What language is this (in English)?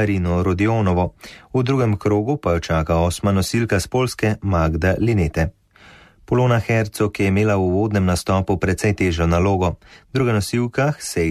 Slovenian